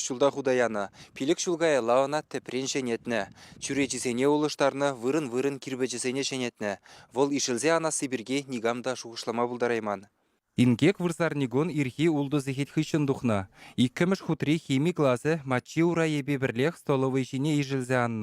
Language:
Chuvash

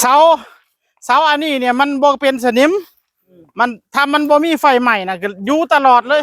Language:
Northeastern Thai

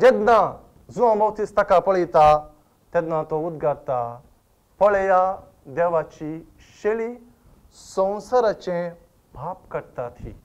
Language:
Konkani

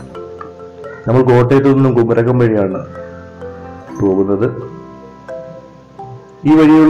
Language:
Malayalam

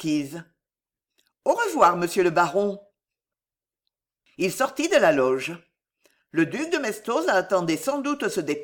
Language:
French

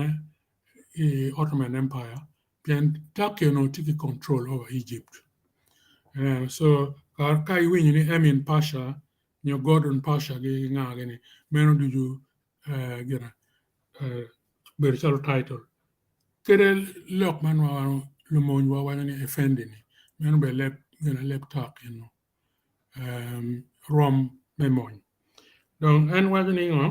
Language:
Acoli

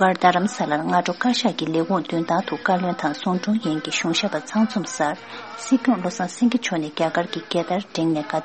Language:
Tibetan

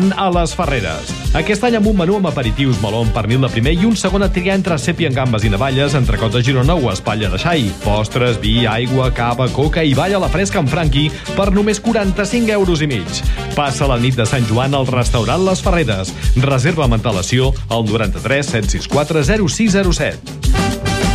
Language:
Catalan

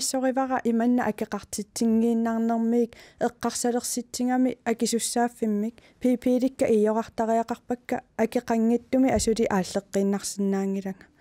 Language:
Kalaallisut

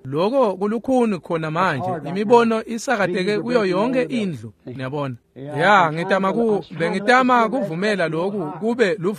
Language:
Swati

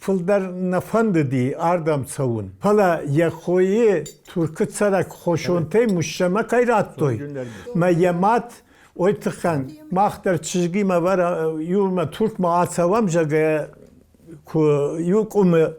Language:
Ossetic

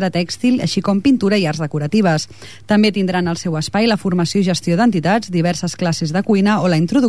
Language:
Catalan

